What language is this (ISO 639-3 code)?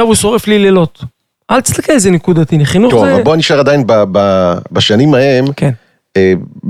heb